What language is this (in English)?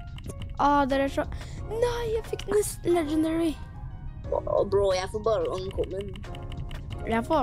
Norwegian